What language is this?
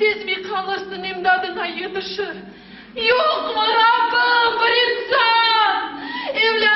Crimean Tatar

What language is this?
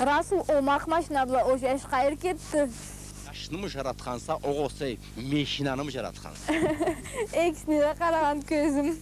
Karachay-Balkar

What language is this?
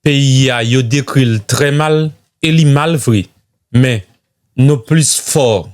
Haitian Creole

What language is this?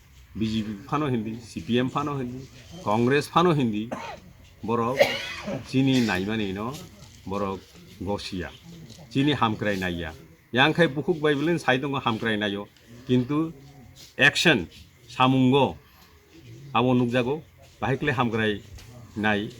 Kok Borok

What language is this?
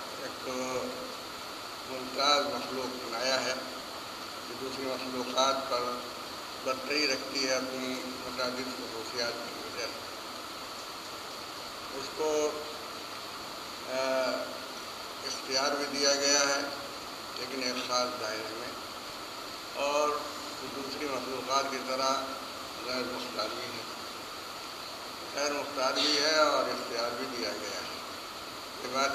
Urdu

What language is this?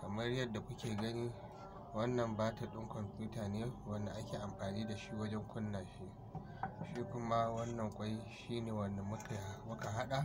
Hausa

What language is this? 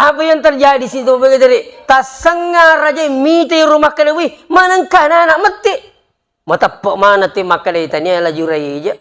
Buginese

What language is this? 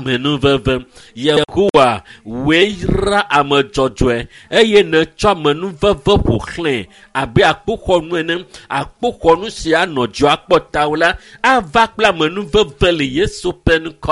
Ewe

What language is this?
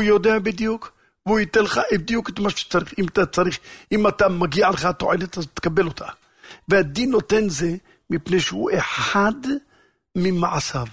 Hebrew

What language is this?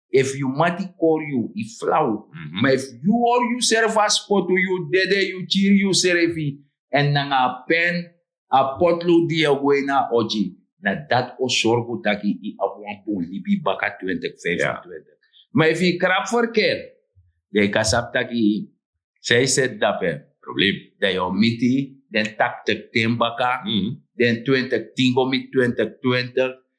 Sranan Tongo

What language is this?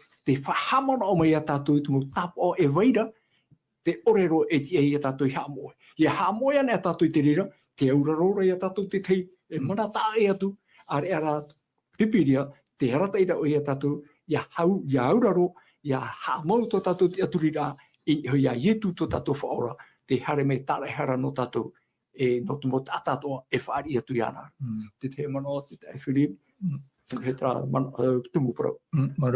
Tahitian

